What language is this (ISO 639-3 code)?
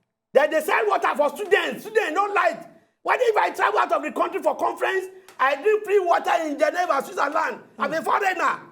pcm